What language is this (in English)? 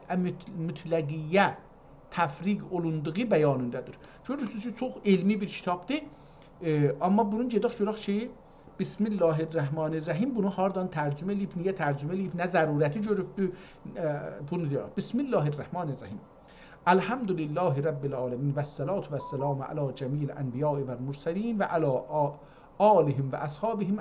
South Azerbaijani